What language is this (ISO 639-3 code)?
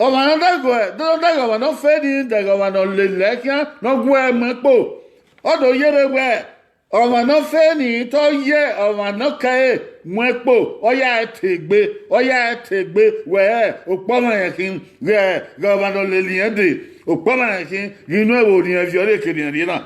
bin